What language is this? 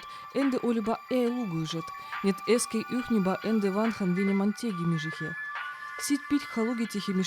Veps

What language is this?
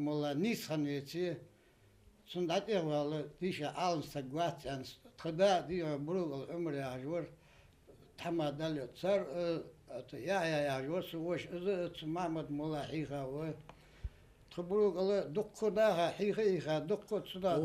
Ingush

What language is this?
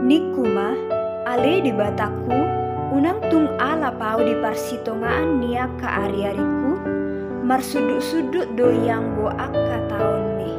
Batak Toba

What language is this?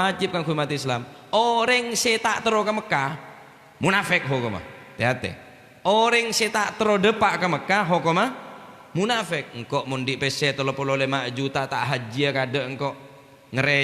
Madurese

